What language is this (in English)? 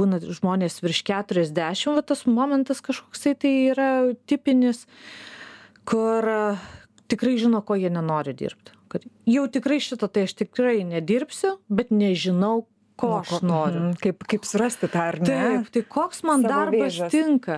Lithuanian